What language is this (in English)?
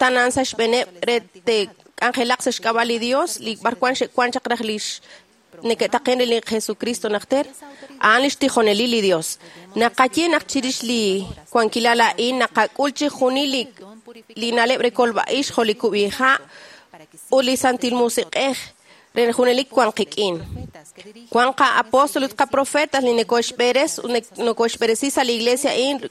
Kekchí